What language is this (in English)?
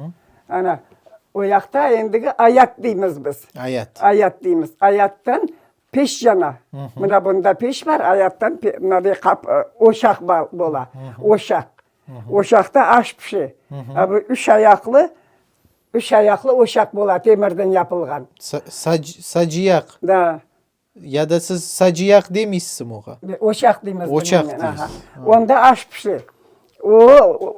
Crimean Tatar